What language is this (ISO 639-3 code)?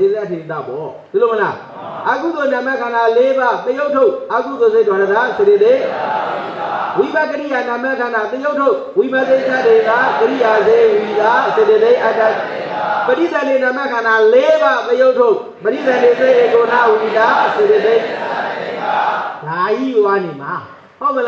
mya